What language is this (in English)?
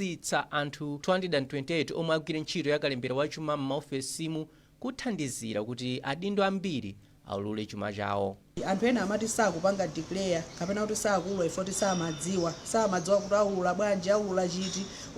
Nyanja